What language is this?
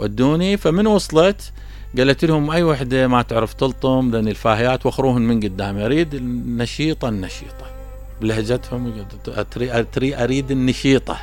Mesopotamian Arabic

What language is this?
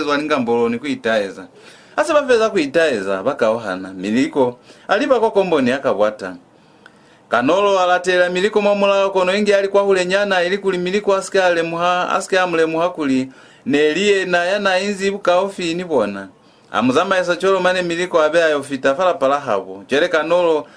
Lozi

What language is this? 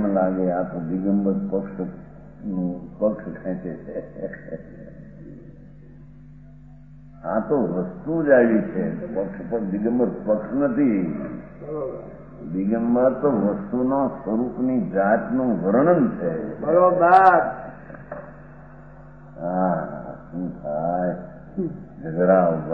Gujarati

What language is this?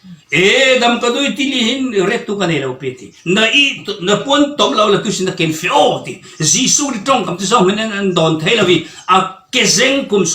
Falam Chin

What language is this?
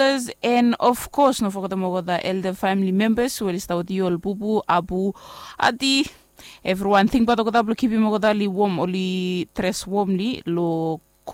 Bislama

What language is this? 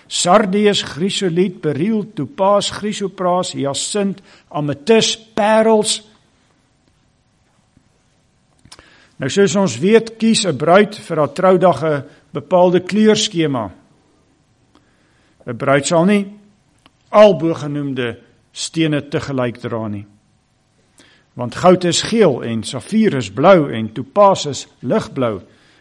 Afrikaans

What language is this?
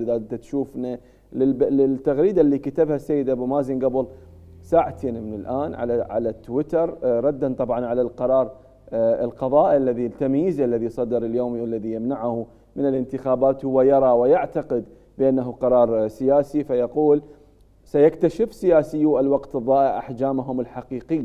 Mesopotamian Arabic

